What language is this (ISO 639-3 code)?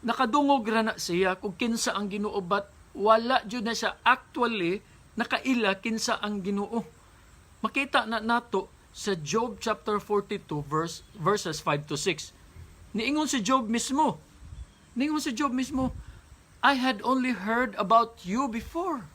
ceb